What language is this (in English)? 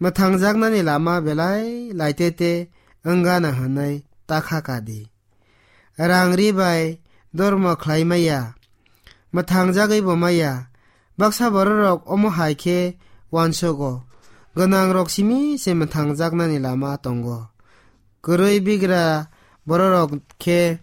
Kok Borok